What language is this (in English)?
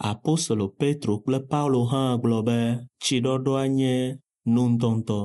Ewe